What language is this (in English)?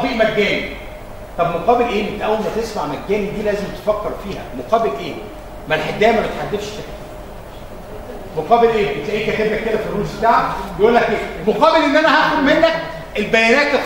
Egyptian Arabic